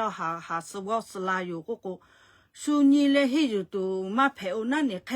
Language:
Lahu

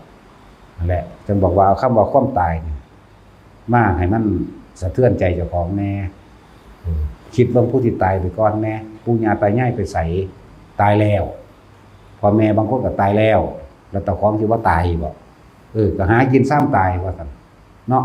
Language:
Northeastern Thai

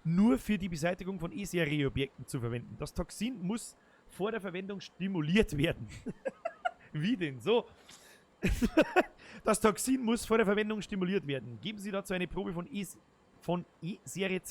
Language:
Bavarian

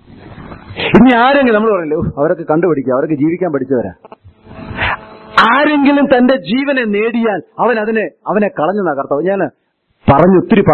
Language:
Malayalam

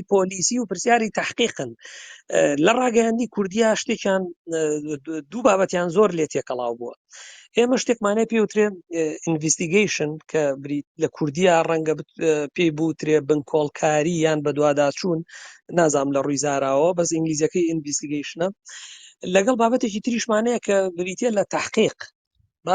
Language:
Central Kurdish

